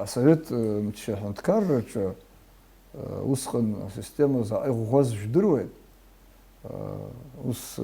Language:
Abkhazian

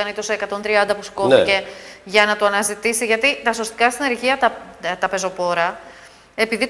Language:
Greek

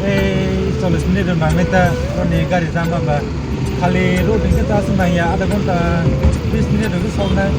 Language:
Kok Borok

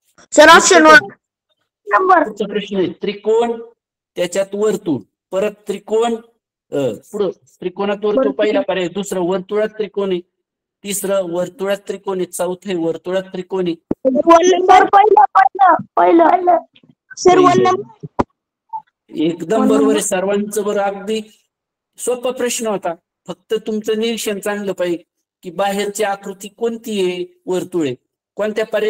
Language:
Marathi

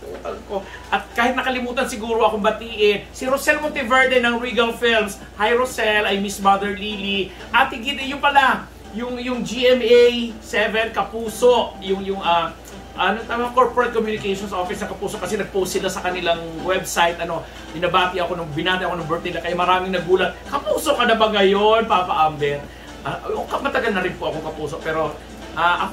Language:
Filipino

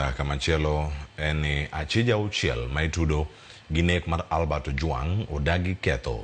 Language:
Luo (Kenya and Tanzania)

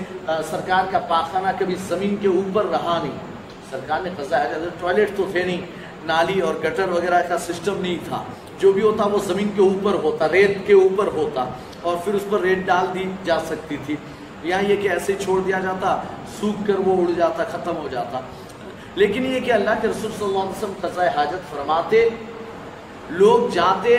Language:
Urdu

